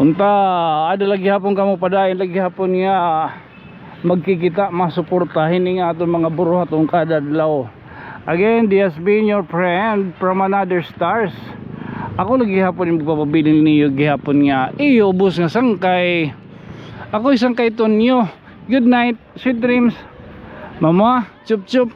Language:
Waray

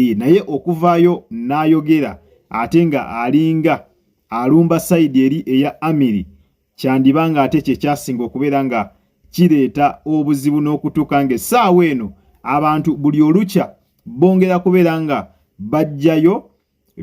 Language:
Ganda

